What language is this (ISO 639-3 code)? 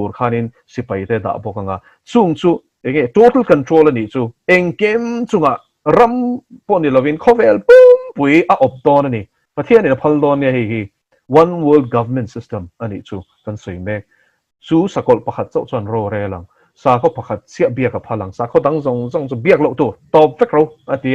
lus